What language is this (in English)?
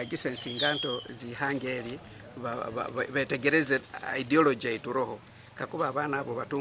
Nyankole